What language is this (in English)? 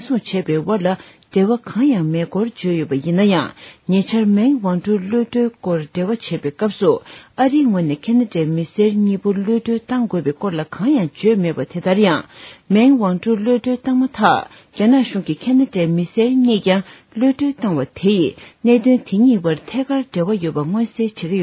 Tibetan